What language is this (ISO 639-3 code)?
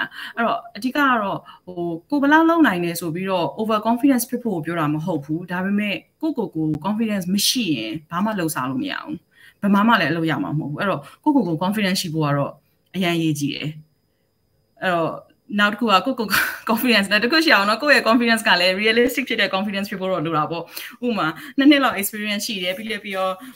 mya